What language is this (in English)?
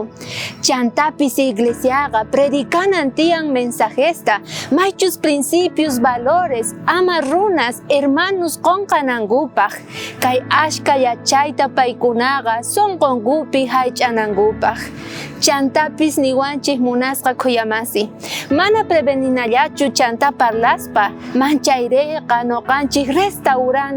South Bolivian Quechua